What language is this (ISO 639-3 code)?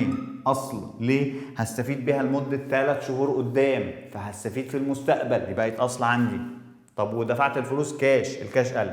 arz